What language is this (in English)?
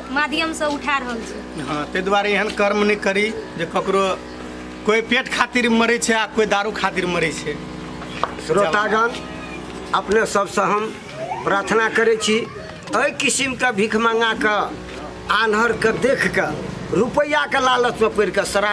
Maithili